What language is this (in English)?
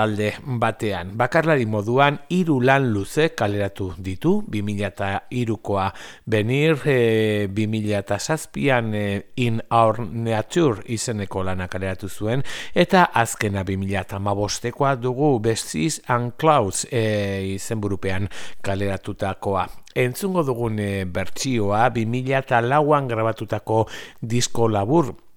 Basque